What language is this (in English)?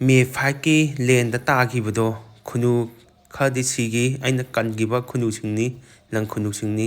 Manipuri